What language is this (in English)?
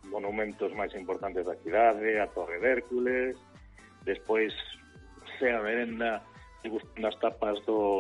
Galician